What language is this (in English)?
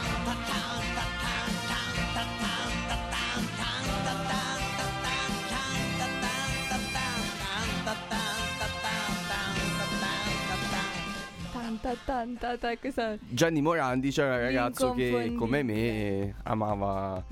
Italian